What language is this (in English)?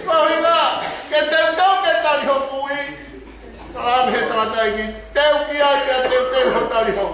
Tongan